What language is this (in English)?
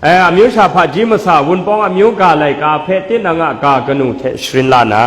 Kachin